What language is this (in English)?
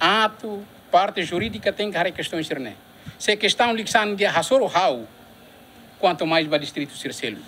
Tetum